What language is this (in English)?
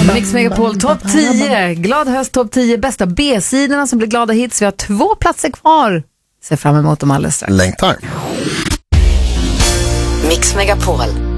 Swedish